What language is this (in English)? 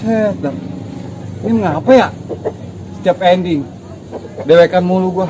Betawi